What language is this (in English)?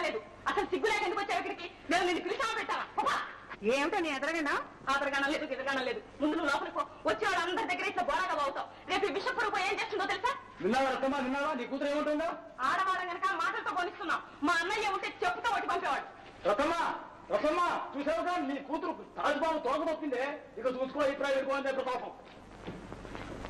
Telugu